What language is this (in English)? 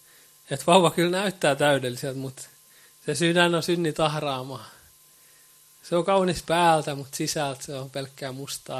Finnish